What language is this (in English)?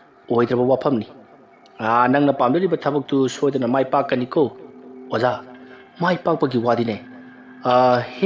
Manipuri